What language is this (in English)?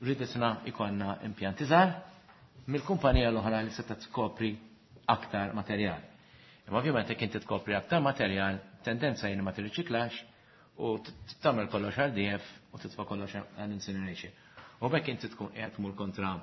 Maltese